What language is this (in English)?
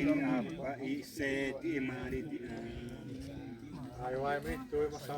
Xavánte